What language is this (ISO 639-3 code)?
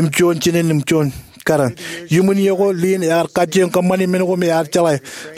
mah